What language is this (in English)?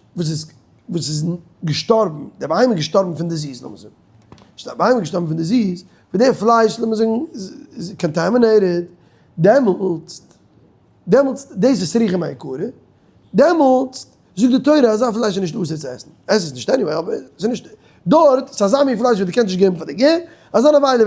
Yiddish